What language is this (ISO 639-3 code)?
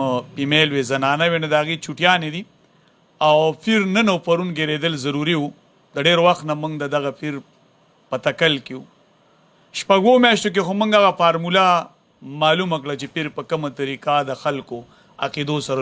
pus